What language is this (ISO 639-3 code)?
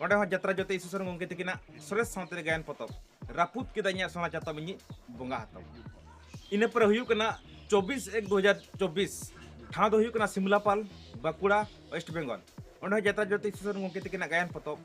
sat